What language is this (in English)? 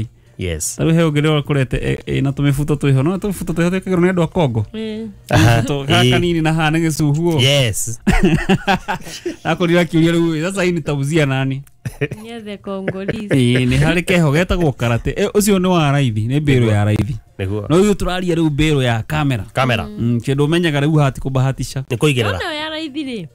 Kikuyu